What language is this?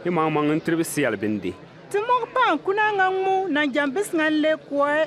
Bimoba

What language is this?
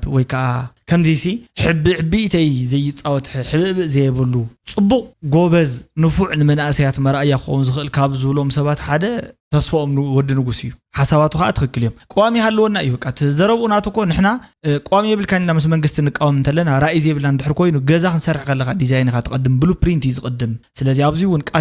Tigrinya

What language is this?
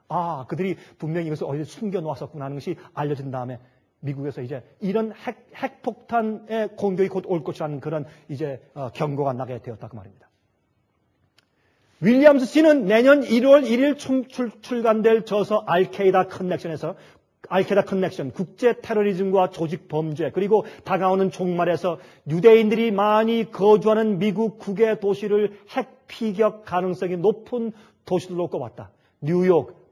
Korean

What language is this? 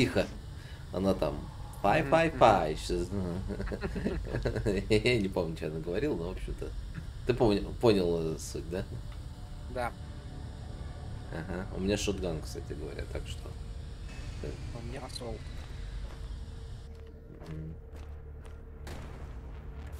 Russian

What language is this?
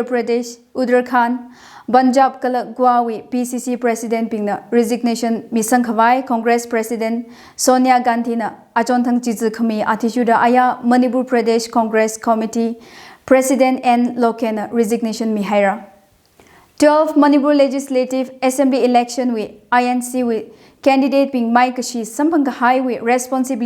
Tangkhul Naga (India)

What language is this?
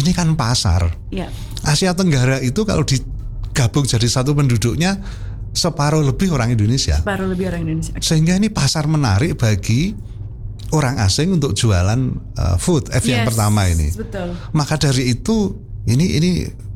Indonesian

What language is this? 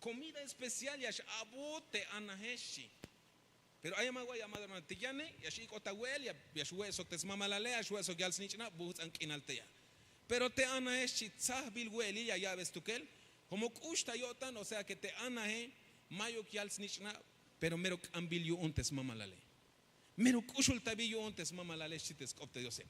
Tzeltal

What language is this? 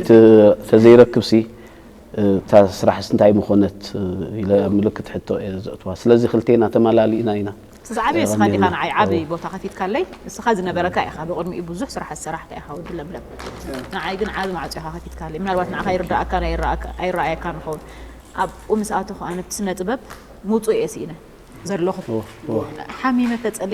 Tigrinya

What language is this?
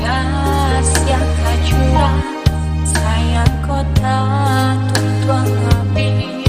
Minangkabau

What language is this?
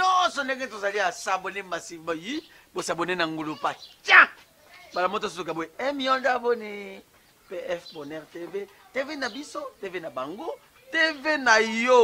Lingala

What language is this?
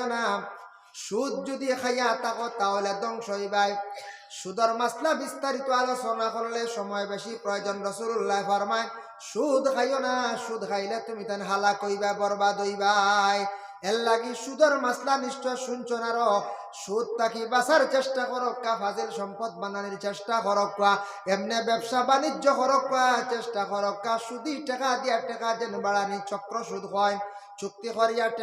Sylheti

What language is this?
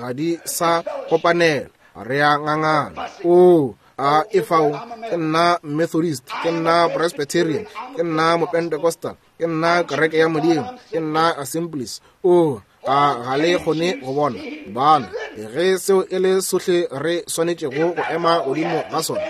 Northern Sotho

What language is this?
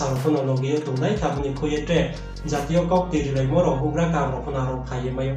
Riang (India)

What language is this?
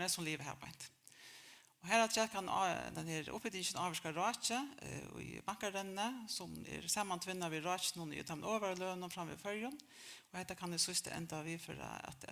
Faroese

